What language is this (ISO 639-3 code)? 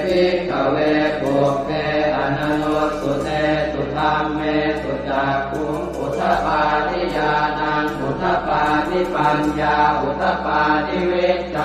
pli